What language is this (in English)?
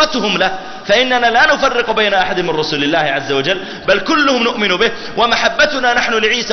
Arabic